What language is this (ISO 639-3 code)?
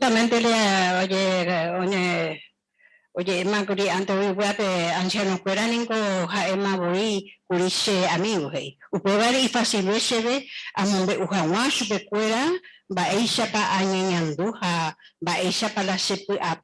grn